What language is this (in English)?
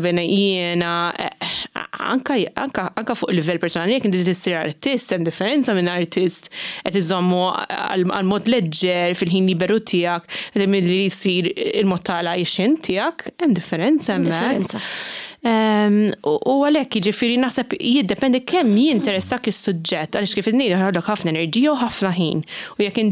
Maltese